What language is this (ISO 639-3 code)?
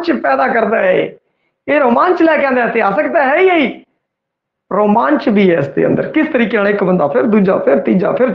pan